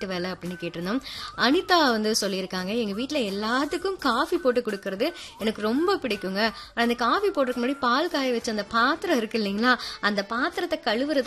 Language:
Tamil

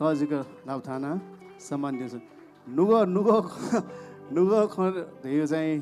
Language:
Newari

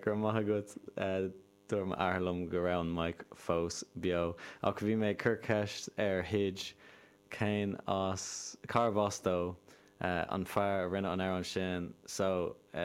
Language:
Irish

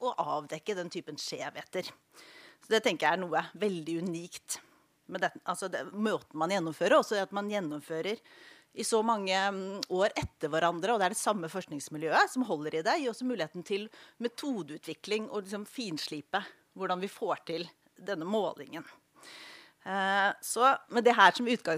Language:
Norwegian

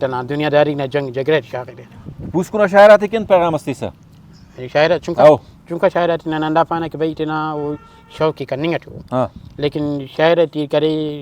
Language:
Brahui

